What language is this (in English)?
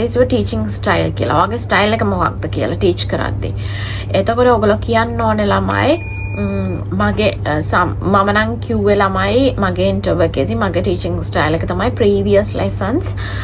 Sinhala